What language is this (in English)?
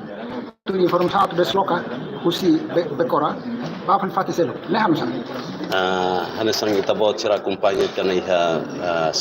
Tetum